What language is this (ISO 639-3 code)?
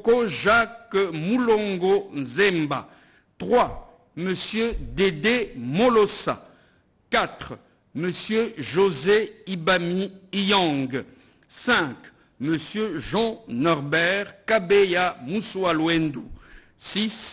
fra